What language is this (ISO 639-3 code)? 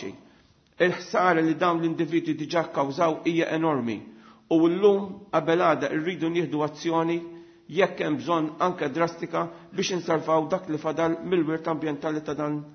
mlt